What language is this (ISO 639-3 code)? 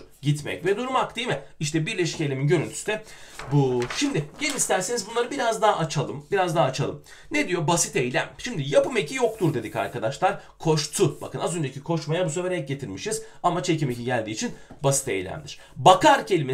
tur